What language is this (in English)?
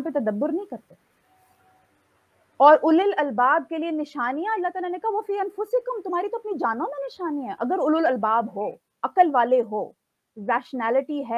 Urdu